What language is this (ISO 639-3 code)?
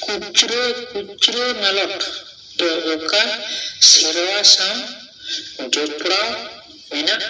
sat